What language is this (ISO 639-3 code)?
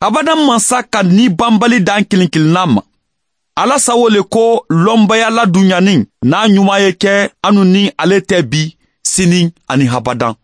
man